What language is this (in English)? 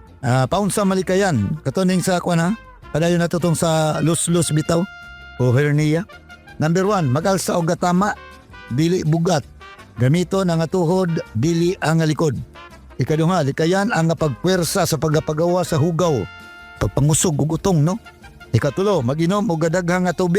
Cebuano